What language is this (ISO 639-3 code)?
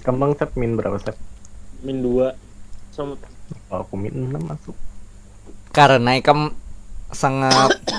bjn